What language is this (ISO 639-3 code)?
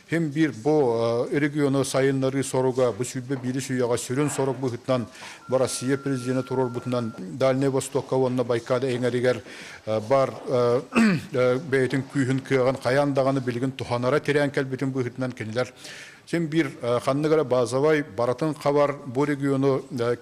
sah